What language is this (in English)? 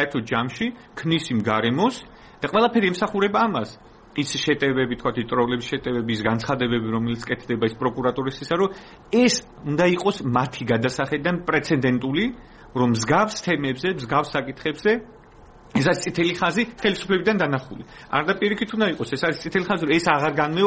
Georgian